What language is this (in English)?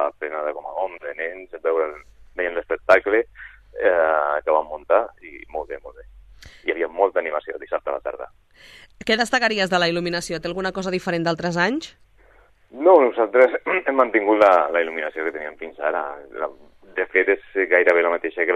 Catalan